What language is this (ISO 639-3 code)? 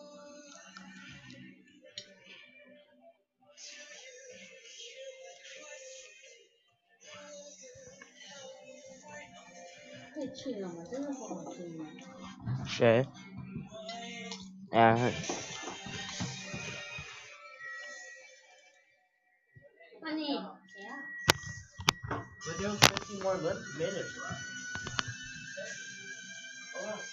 zho